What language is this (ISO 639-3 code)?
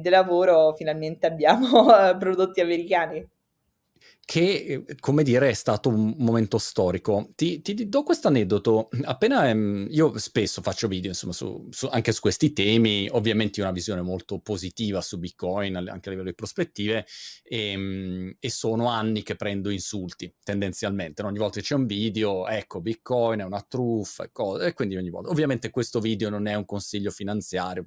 ita